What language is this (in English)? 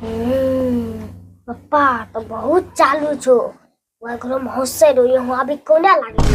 Angika